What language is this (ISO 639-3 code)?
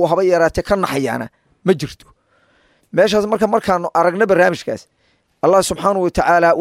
som